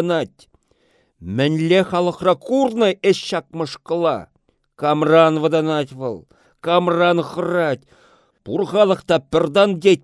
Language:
Chuvash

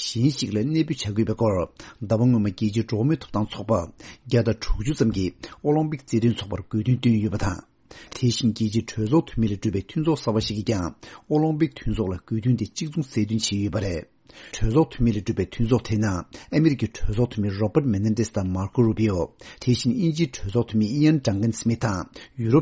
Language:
Tibetan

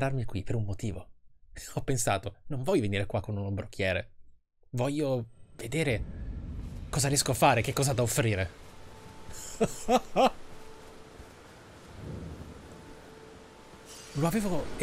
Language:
Italian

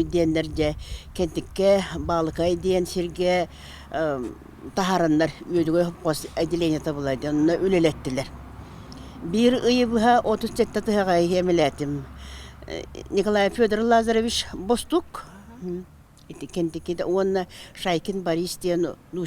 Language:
Yakut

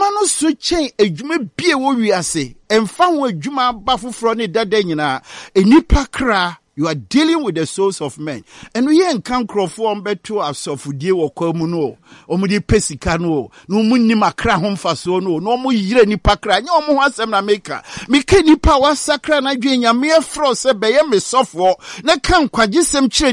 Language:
Akan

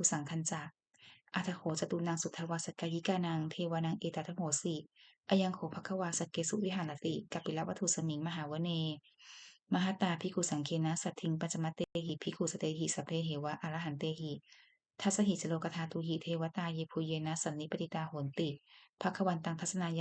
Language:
Pali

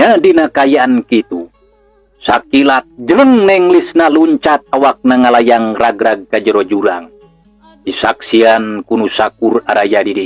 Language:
Sundanese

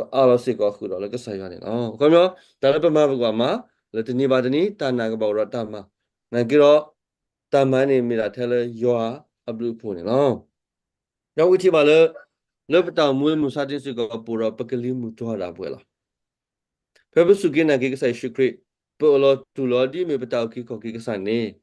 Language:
S'gaw Karen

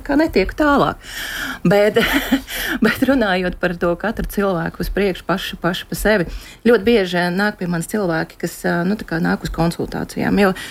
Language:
Latvian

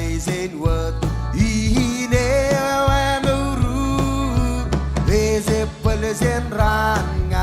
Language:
Marshallese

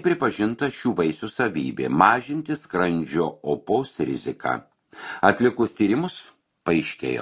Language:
Lithuanian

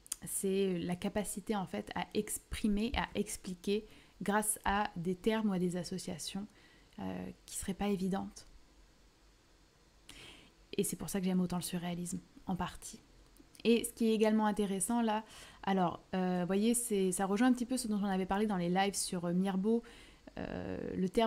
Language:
French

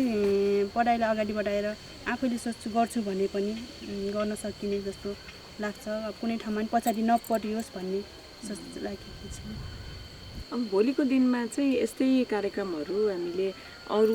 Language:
Nepali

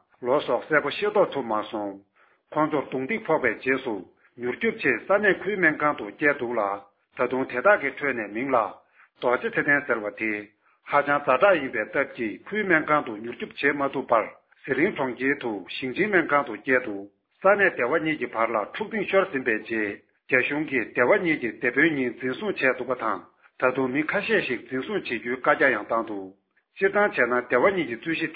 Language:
Tibetan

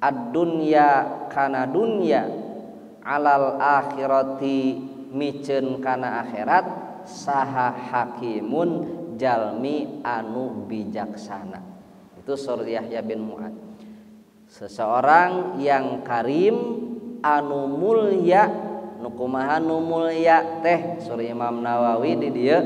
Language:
Sundanese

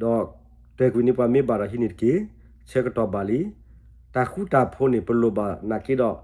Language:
S'gaw Karen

